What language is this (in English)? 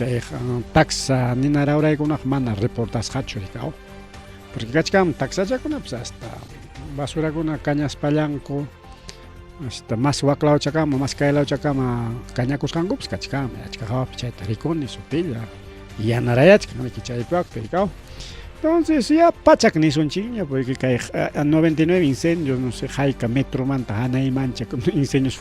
Ayacucho Quechua